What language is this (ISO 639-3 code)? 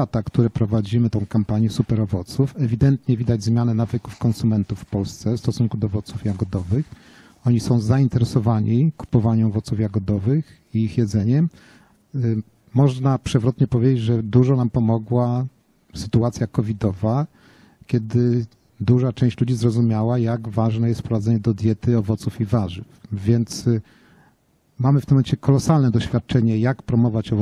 pol